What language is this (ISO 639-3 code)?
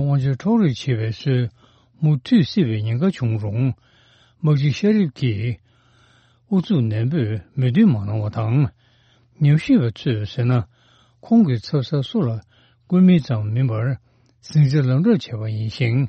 bod